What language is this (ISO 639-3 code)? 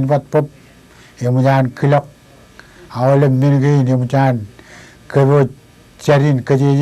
mah